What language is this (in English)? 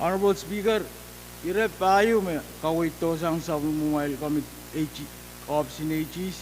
Pohnpeian